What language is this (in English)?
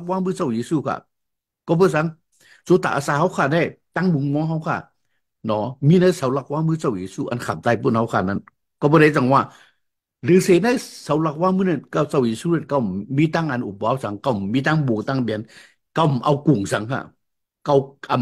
Shan